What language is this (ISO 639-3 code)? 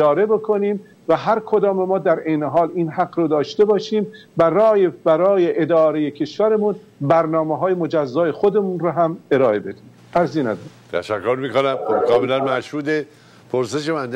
fas